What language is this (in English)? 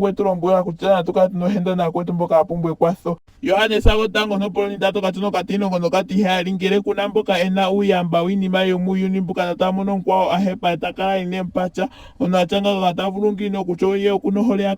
Ndonga